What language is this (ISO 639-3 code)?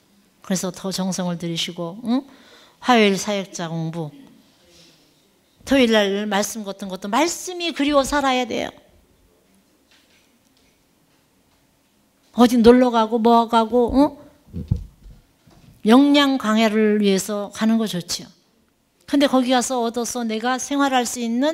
kor